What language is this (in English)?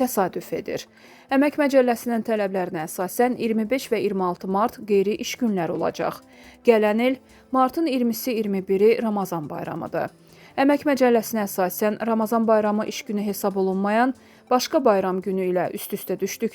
Azerbaijani